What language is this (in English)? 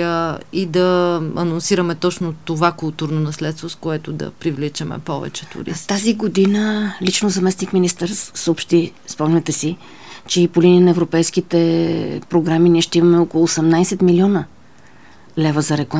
Bulgarian